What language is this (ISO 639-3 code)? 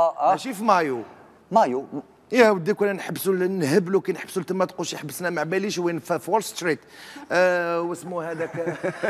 arq